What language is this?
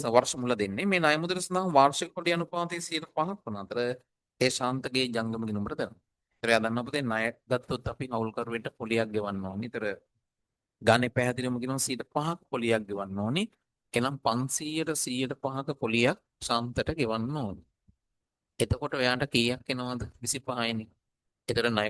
Sinhala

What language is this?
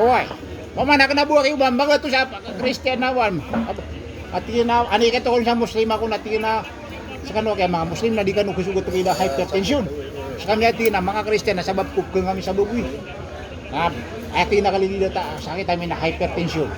Maranao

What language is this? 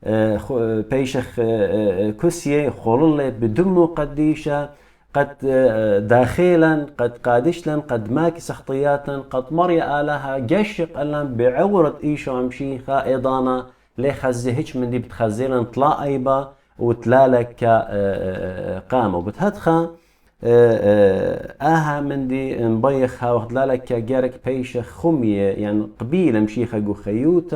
Assyrian Neo-Aramaic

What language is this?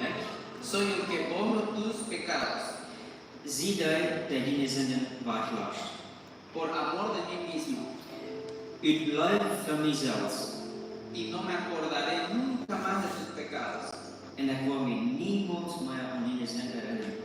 Plautdietsch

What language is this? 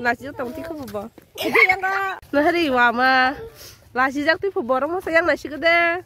Kok Borok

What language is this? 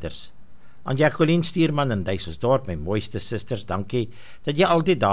Afrikaans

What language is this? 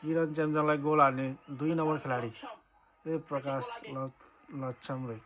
Nepali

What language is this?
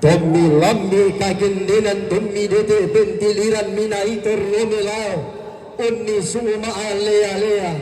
Toraja-Sa'dan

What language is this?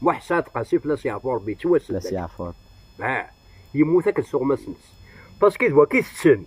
Kabyle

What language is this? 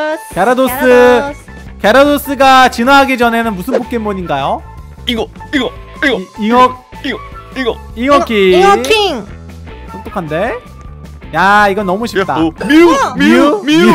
Korean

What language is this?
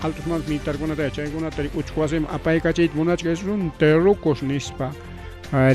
Ayacucho Quechua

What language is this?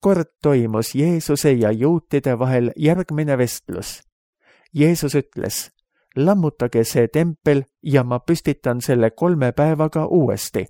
Estonian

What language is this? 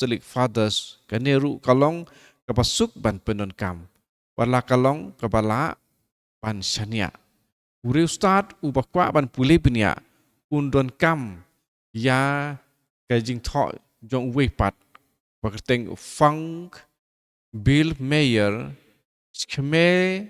Khasi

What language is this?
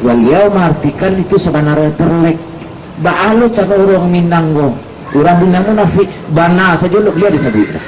Minangkabau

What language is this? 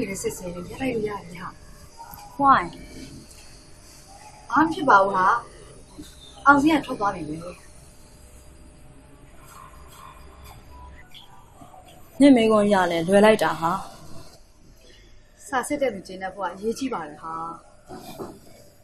Burmese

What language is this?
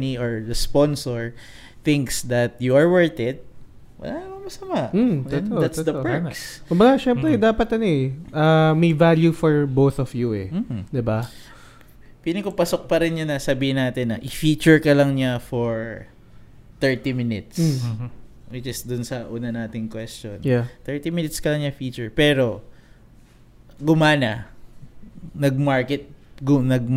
Filipino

